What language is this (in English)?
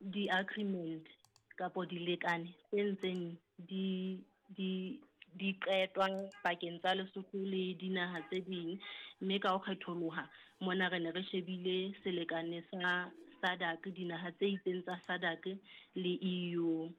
Southern Sotho